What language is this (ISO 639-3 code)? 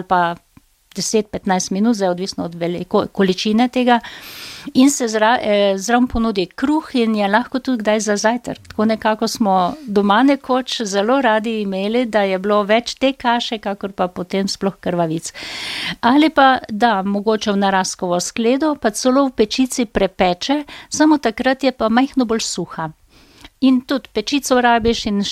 slv